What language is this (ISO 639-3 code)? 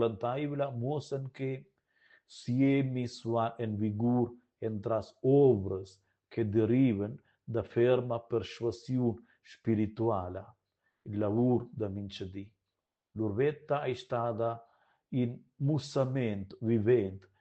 roh